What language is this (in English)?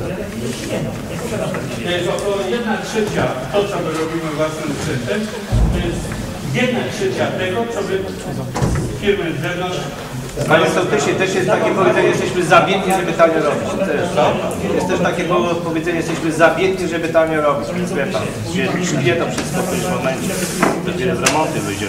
Polish